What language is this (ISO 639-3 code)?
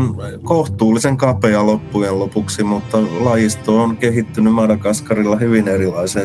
fin